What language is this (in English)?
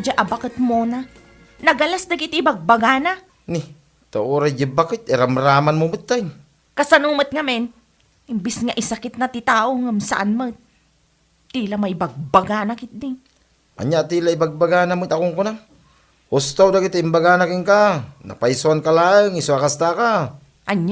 Iloko